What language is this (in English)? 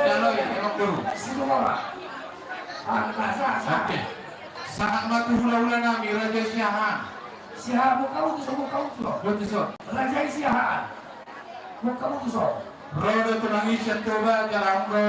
Batak Toba